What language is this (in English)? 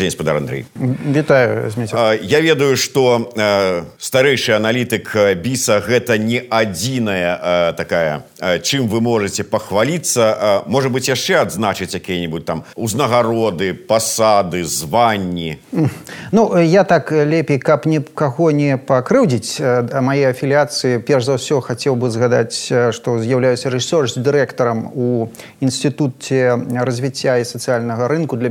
Belarusian